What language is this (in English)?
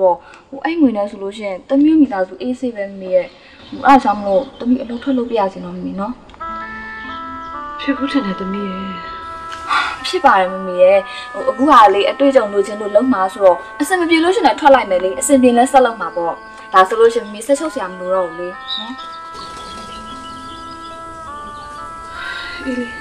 Burmese